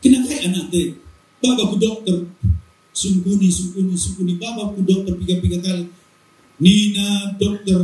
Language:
Batak Karo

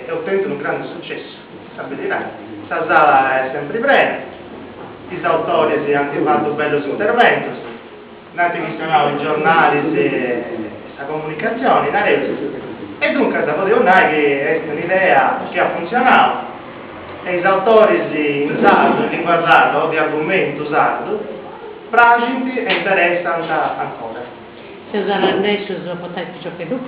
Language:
Sardinian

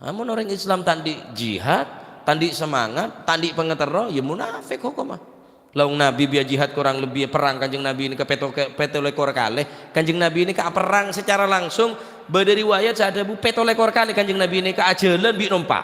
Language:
Madurese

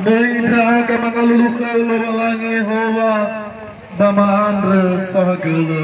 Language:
Nias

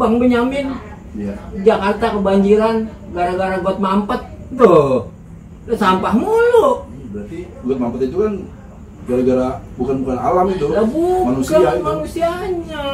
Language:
Betawi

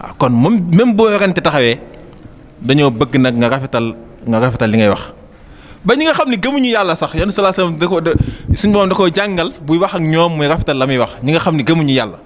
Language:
Wolof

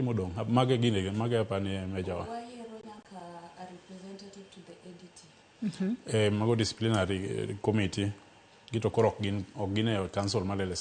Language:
Luo (Kenya and Tanzania)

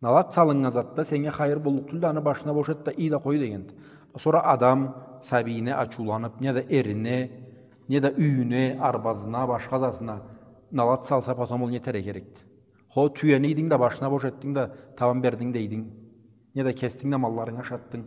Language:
Karachay-Balkar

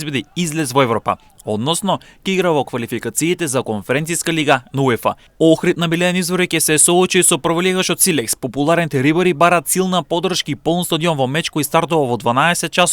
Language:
Macedonian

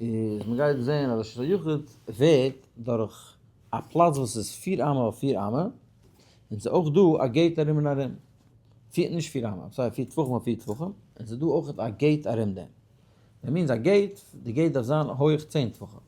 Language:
Yiddish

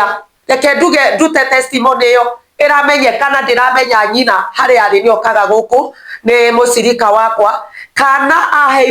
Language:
Kikuyu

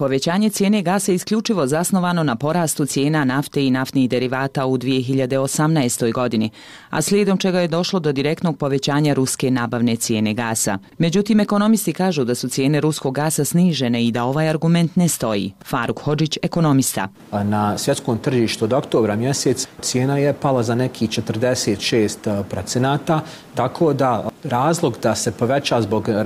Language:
Bosnian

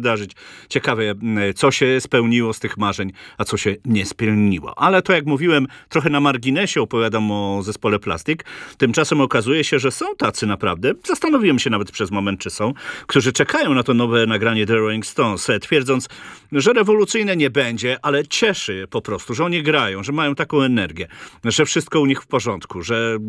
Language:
Polish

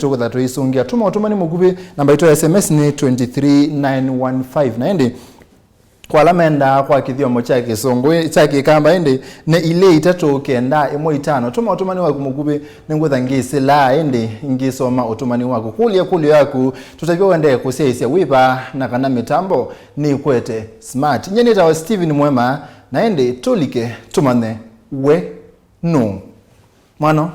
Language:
Kamba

